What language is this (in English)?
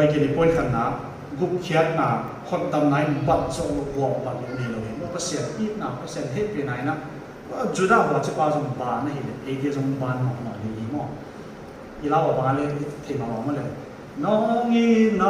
Tedim Chin